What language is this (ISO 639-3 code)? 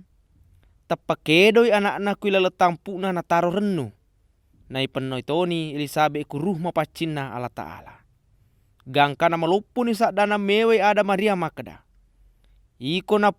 bug